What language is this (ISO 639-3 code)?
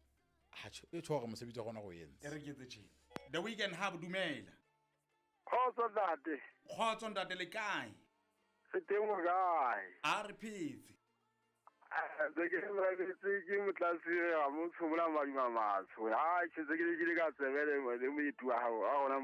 sot